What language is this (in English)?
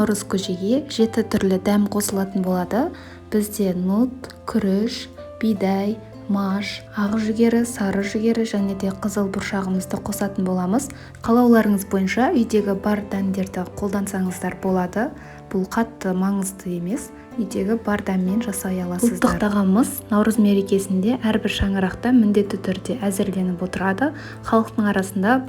Kazakh